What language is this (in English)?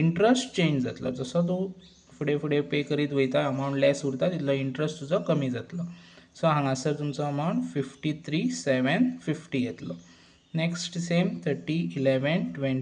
Konkani